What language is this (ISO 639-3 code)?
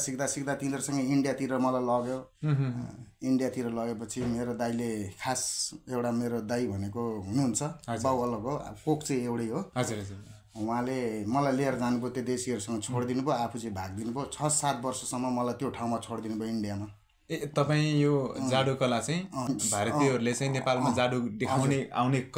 nep